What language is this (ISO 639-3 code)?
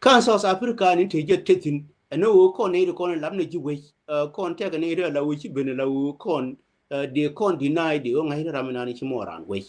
nus